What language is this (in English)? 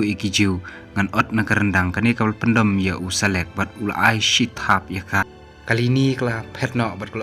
Khasi